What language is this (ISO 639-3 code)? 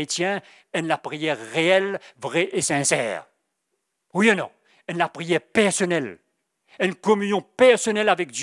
mfe